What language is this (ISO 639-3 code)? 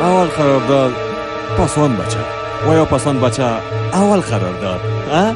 fas